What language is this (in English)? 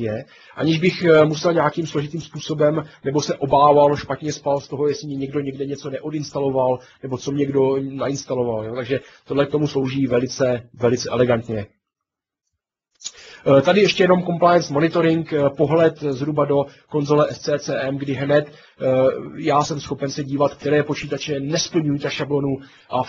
Czech